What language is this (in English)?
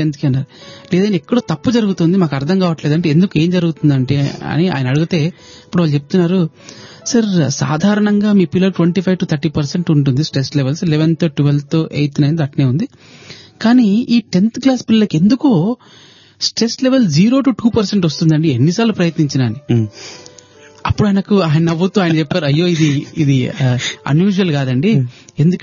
Telugu